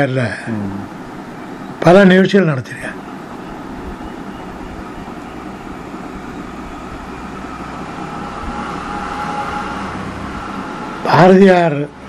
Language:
Tamil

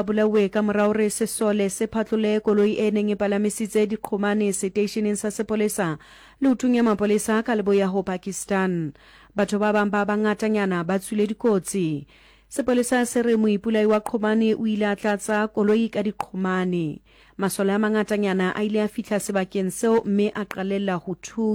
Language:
Southern Sotho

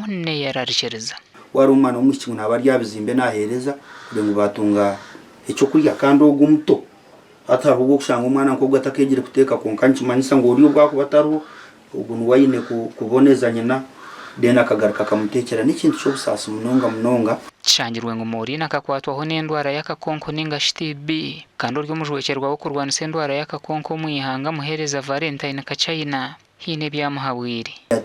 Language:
Nyankole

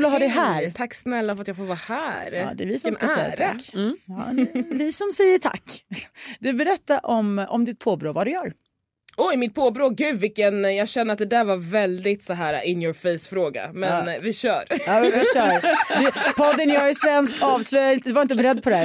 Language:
Swedish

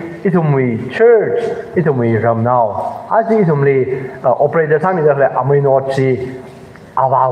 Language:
Tangkhul Naga (India)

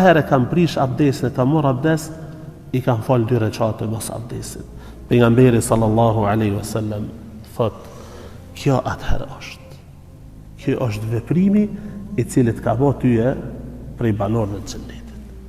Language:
Albanian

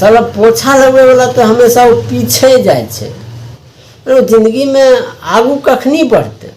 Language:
Maithili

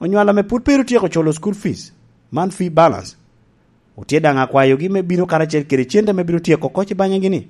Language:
Lango (Uganda)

